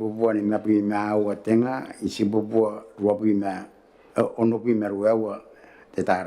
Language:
Gilbertese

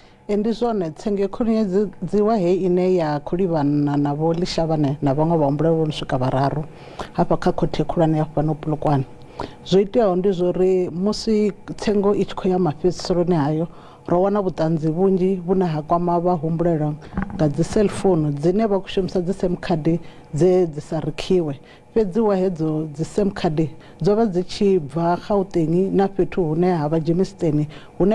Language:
Venda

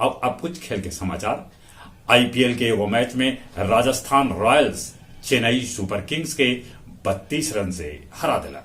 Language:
Magahi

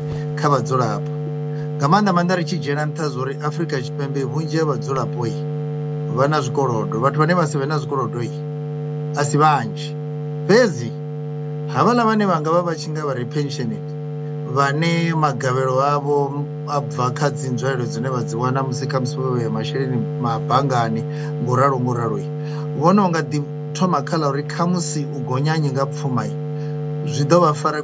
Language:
Venda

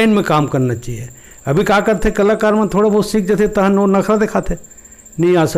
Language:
Chhattisgarhi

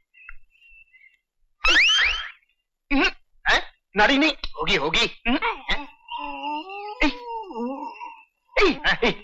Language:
Hindi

